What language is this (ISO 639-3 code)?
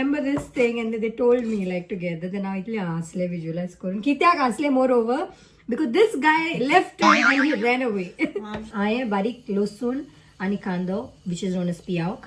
kok